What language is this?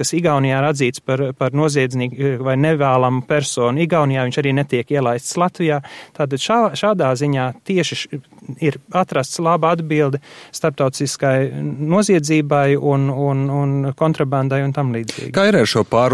Latvian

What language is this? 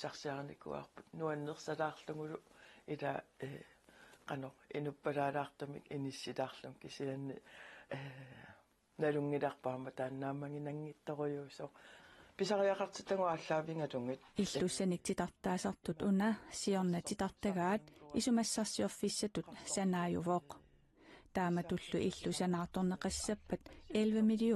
Kalaallisut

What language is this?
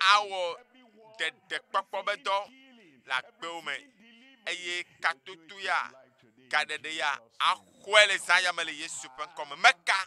Ewe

